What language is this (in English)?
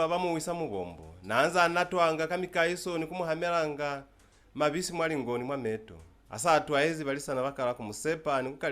Lozi